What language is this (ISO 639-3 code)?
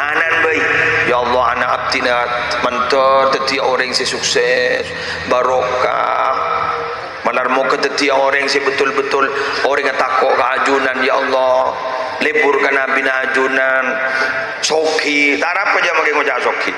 mad